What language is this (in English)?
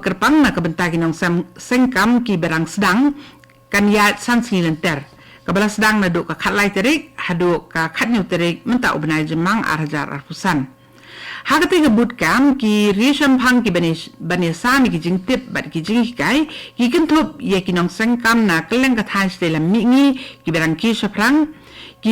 Khasi